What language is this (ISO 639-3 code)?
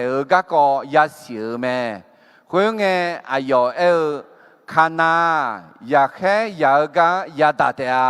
ahk